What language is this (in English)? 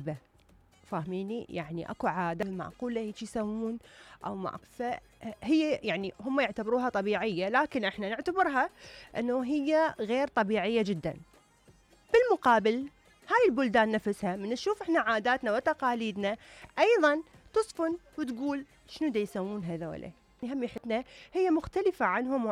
Mesopotamian Arabic